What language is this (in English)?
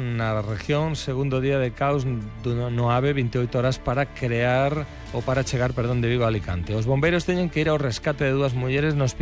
Galician